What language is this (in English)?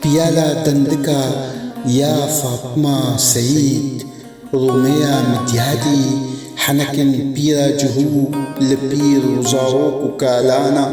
Kurdish